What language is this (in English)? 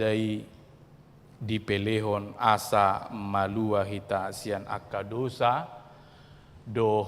Batak Toba